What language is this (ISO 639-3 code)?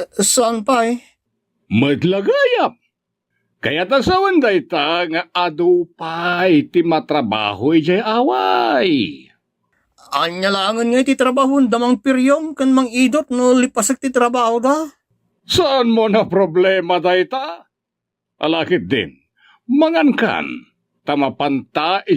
ilo